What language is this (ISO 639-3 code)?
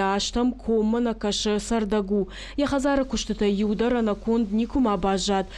oss